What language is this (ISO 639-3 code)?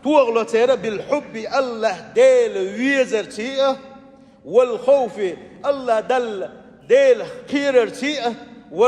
che